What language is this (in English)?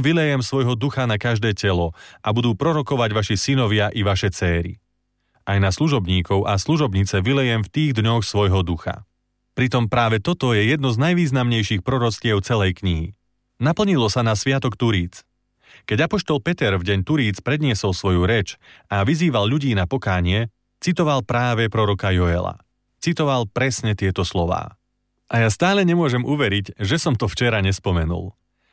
Slovak